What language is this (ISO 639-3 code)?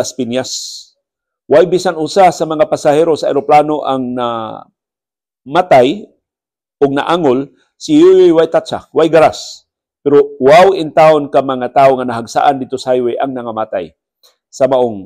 ceb